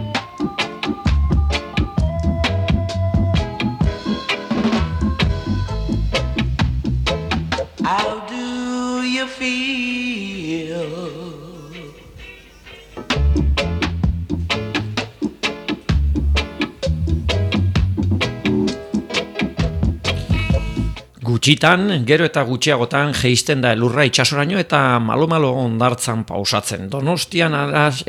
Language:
Basque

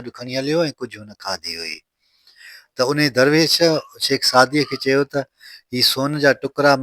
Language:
Sindhi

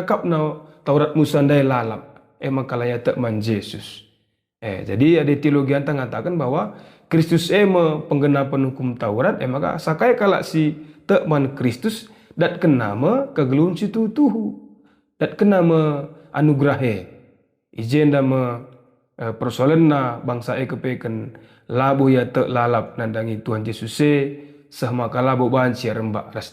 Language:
Batak Karo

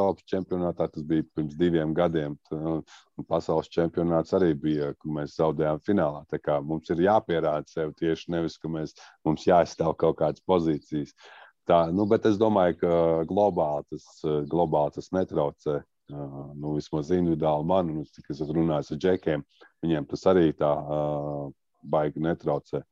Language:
Latvian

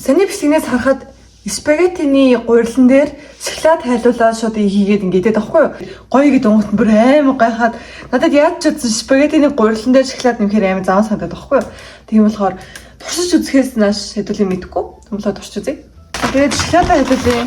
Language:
Mongolian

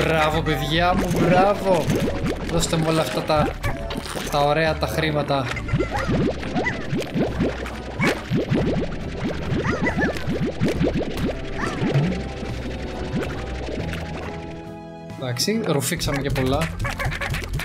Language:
Greek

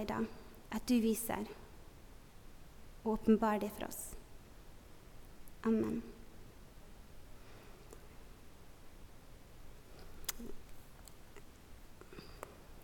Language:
Norwegian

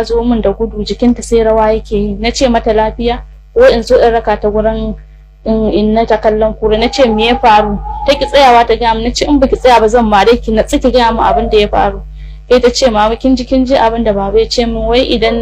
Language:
Hausa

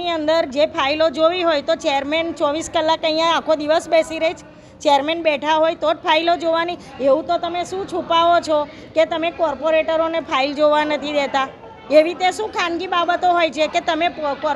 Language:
Gujarati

